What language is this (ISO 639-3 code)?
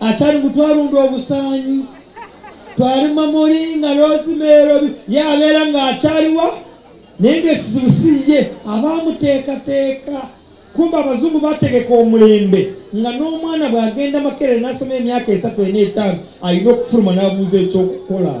lug